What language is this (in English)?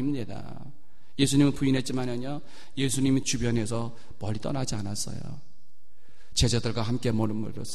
Korean